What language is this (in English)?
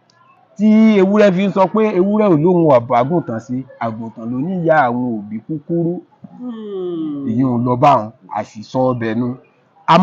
Yoruba